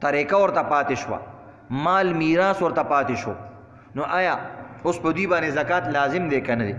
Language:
Pashto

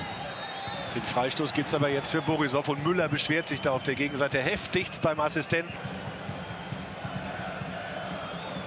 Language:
German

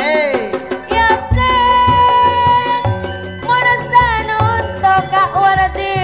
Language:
Madurese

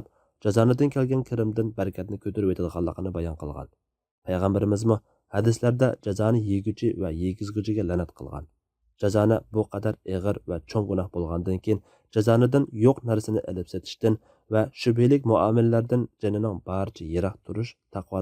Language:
Uyghur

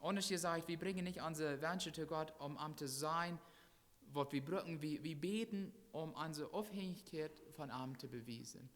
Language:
Plautdietsch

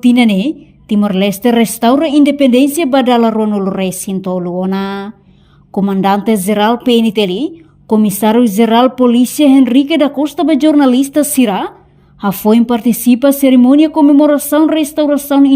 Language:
Tetum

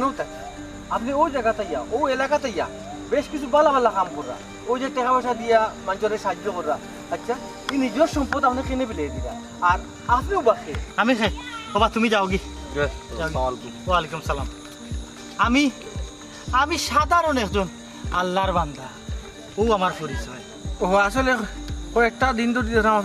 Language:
Sylheti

